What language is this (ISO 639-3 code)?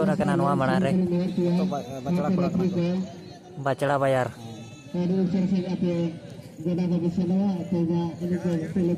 sat